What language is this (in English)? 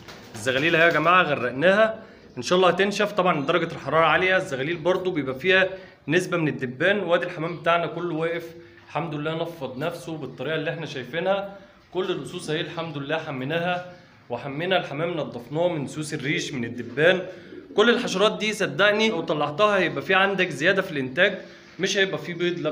Egyptian Arabic